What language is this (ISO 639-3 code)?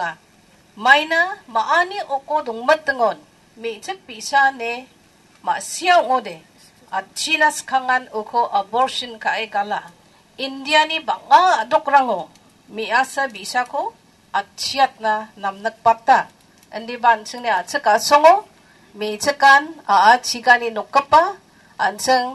grt